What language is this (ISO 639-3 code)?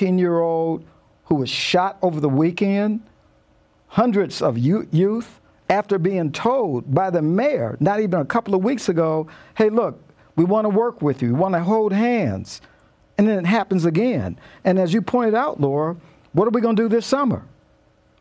eng